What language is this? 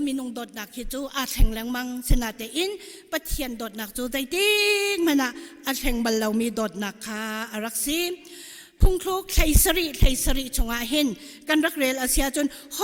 Hakha Chin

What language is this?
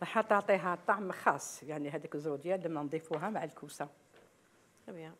Algerian Arabic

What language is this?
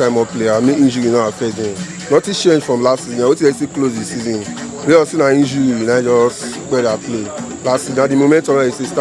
Nigerian Pidgin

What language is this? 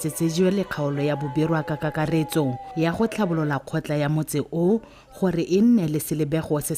Tswana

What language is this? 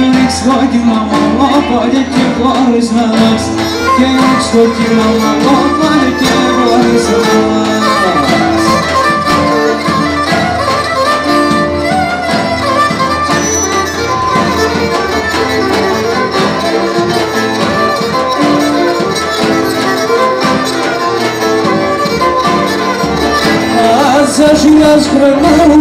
Greek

